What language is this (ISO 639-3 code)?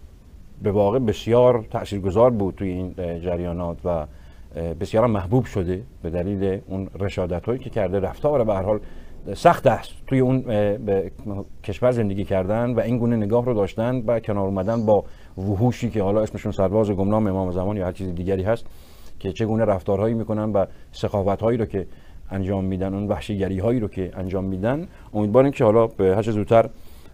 fas